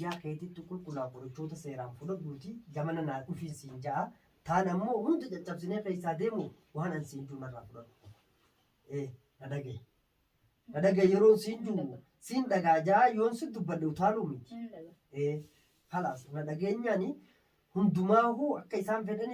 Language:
Oromo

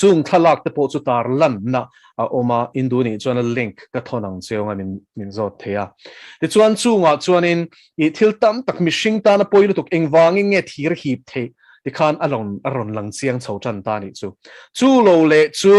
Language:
Mizo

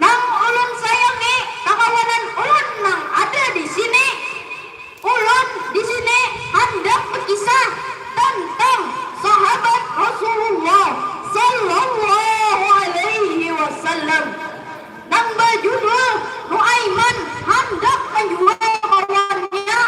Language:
Banjar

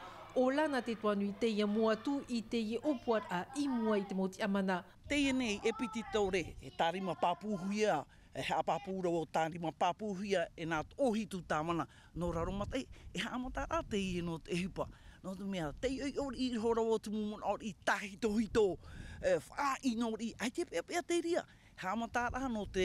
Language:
Tahitian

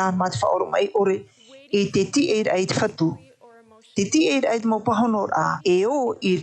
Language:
Tahitian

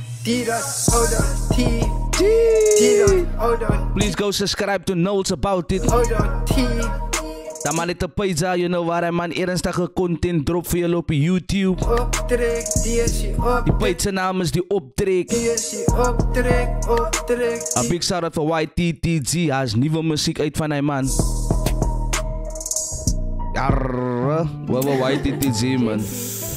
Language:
Afrikaans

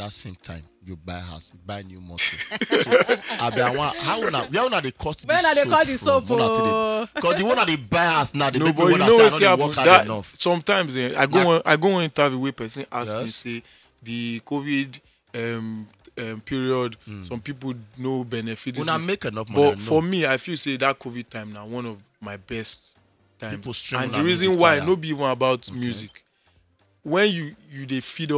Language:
Nigerian Pidgin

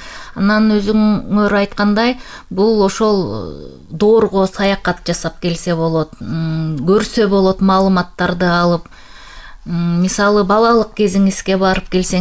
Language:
Kyrgyz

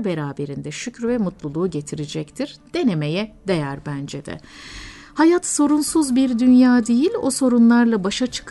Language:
Turkish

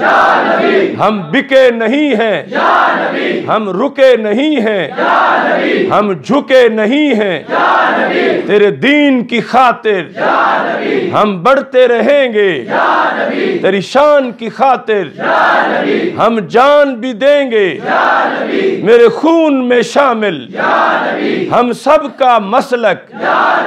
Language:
Urdu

